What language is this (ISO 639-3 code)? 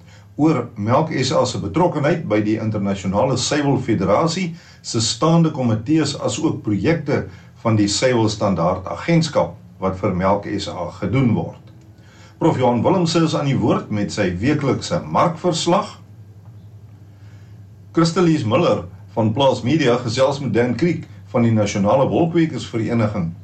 afr